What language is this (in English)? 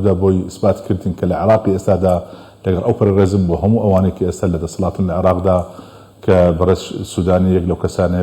Central Kurdish